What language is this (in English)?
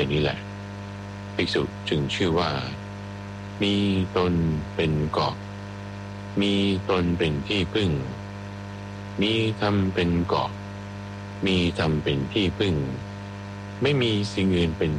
Thai